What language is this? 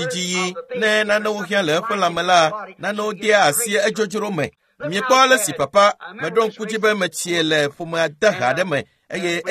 Ewe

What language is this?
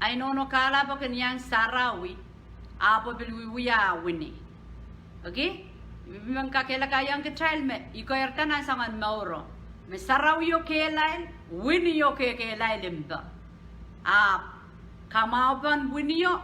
Pohnpeian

